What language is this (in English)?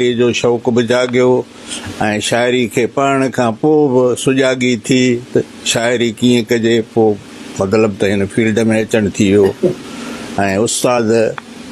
Sindhi